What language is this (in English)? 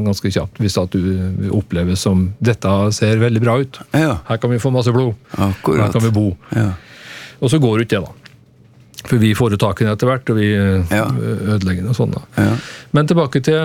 Norwegian